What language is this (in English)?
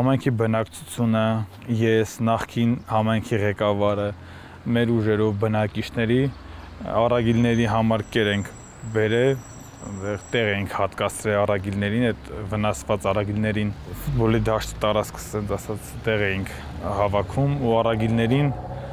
Armenian